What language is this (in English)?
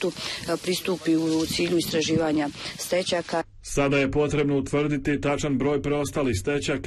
Bosnian